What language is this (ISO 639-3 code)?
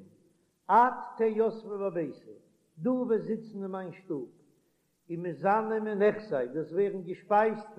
yid